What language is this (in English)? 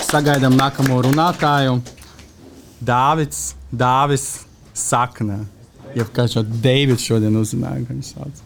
Latvian